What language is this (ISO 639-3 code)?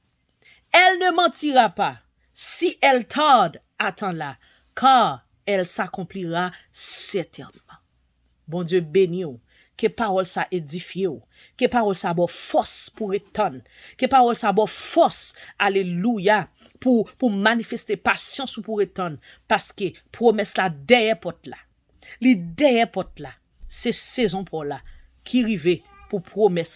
hat